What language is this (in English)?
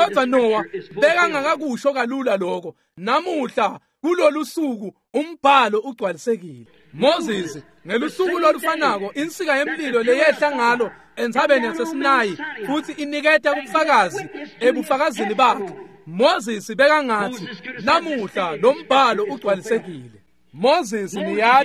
Swati